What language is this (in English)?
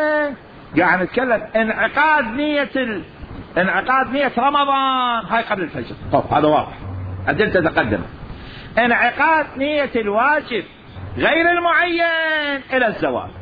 Mesopotamian Arabic